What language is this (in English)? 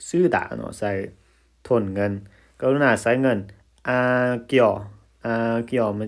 Lao